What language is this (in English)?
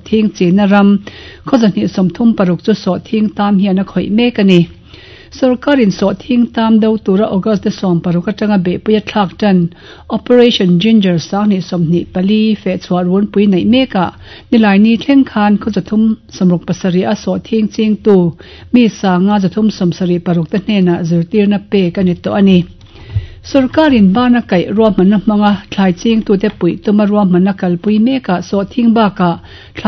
Mizo